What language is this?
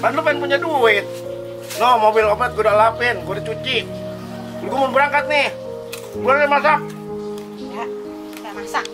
Betawi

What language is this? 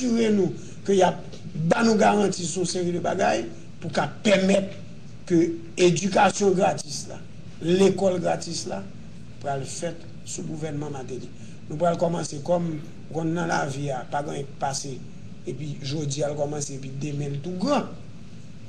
Haitian Creole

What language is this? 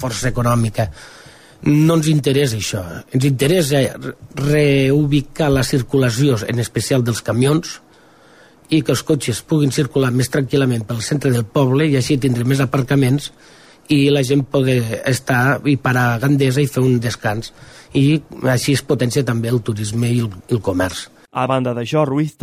Catalan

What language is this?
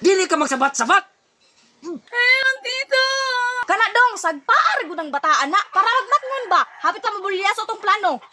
Cebuano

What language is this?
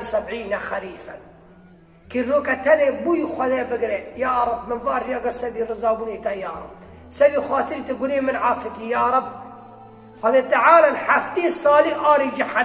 Kurdish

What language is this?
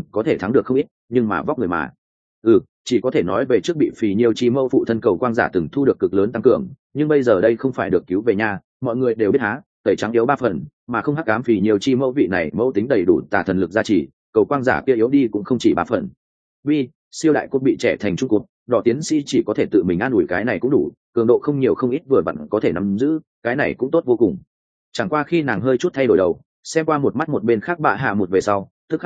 Vietnamese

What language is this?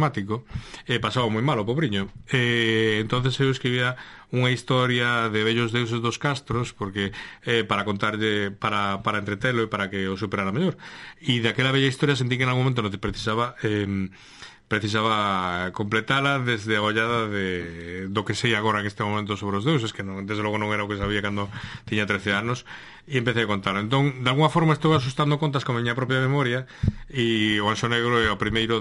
Galician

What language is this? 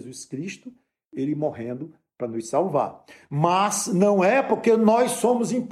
Portuguese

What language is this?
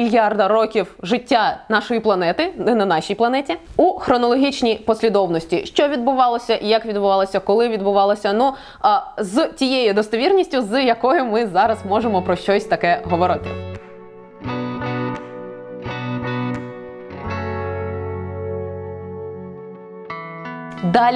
Ukrainian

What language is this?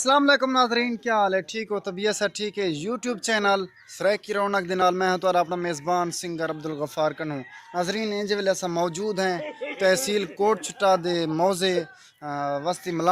Saraiki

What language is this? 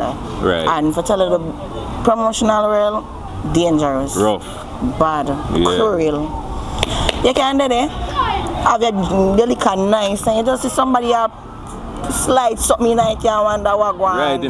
Jamaican Creole English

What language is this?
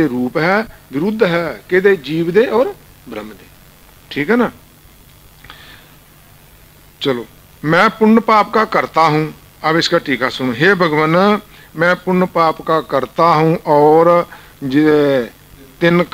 Punjabi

